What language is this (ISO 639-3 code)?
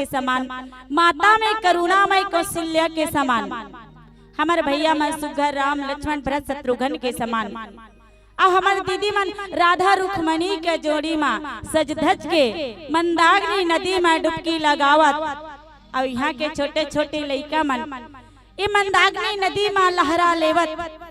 hne